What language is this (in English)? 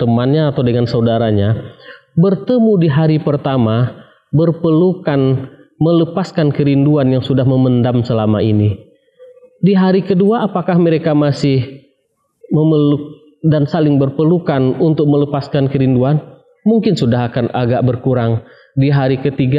Indonesian